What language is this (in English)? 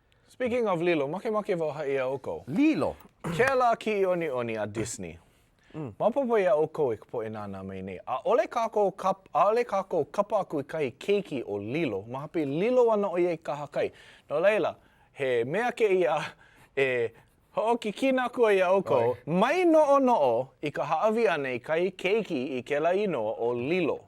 Hawaiian